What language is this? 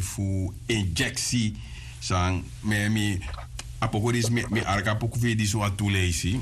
Sranan Tongo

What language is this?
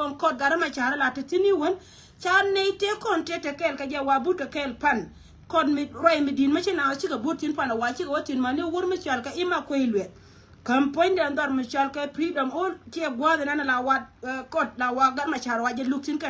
Nuer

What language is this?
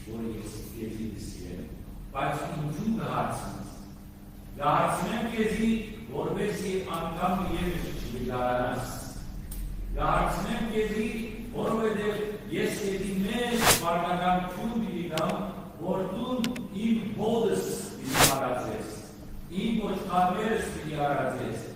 Western Armenian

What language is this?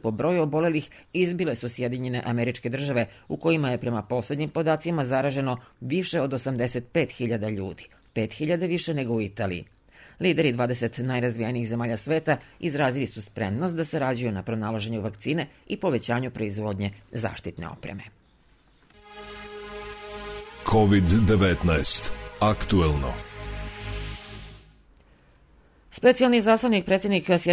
Serbian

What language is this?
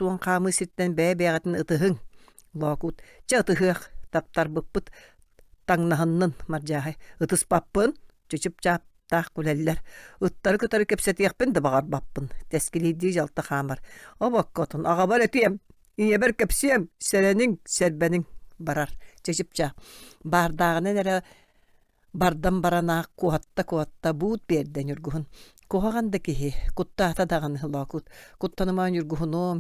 Yakut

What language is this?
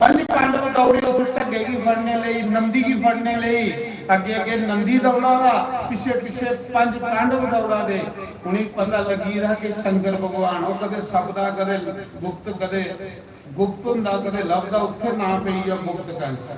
Dogri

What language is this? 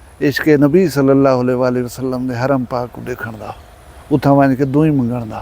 Saraiki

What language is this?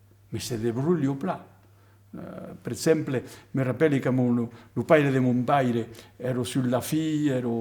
Occitan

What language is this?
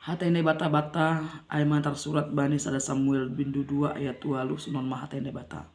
Batak Simalungun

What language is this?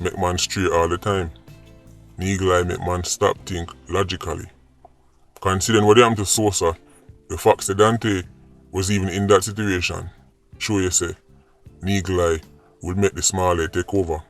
Jamaican Creole English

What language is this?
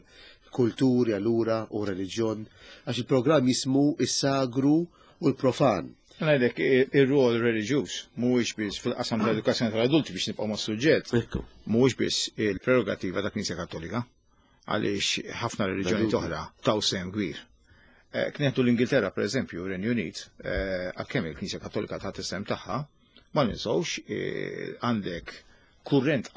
Maltese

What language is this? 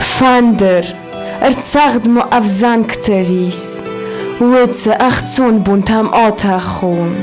Ossetic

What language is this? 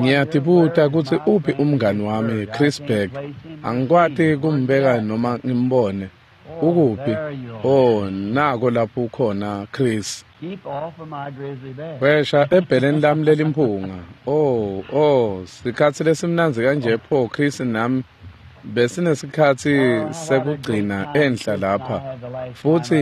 Swati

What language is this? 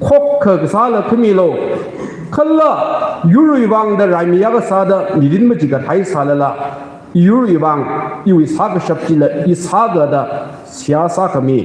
Tangkhul Naga (India)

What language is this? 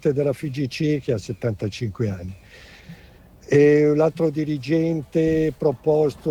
Italian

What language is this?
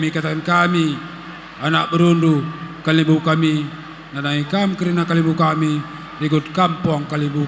Batak Karo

